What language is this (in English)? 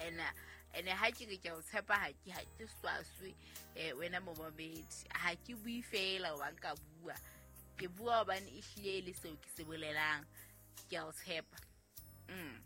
Southern Sotho